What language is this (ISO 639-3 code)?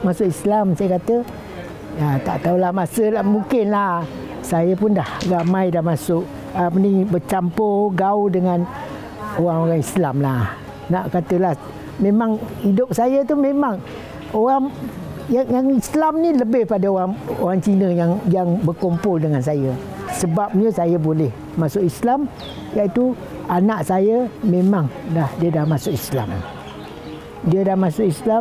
msa